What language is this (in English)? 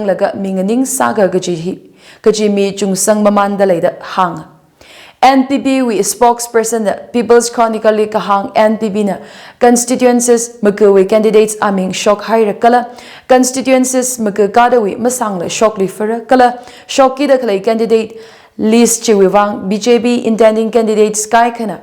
Tangkhul Naga (India)